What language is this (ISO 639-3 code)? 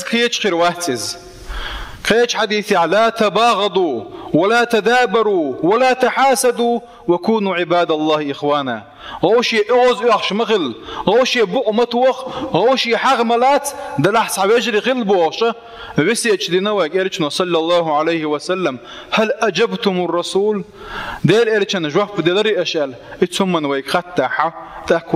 che